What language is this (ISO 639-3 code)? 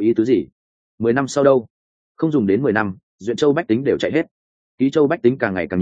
vie